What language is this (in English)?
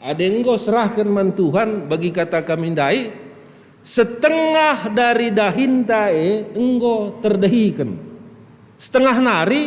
Batak Karo